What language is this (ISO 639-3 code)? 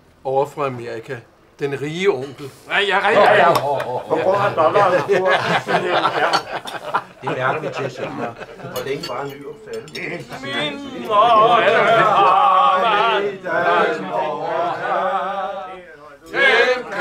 dan